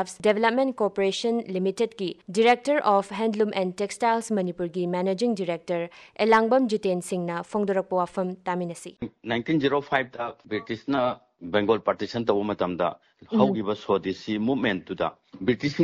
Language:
Manipuri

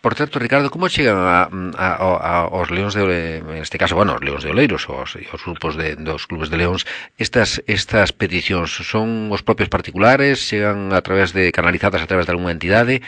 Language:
Galician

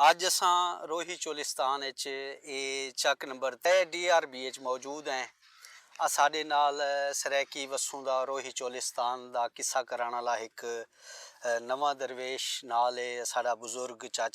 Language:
Saraiki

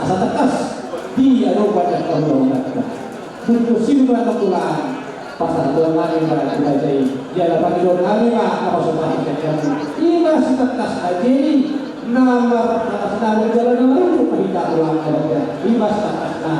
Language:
Batak Toba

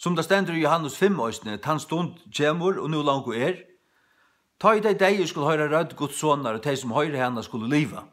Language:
Faroese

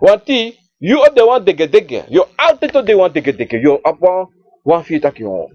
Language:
Sranan Tongo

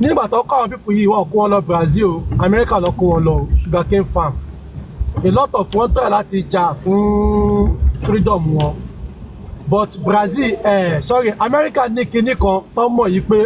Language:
Yoruba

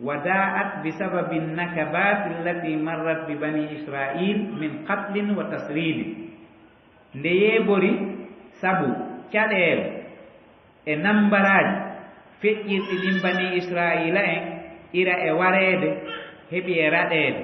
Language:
Fula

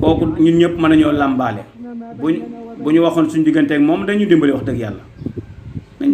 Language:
Wolof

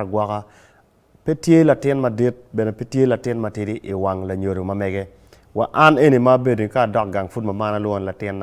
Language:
Acoli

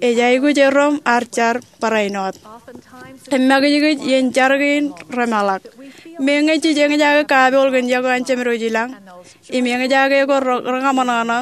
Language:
Marshallese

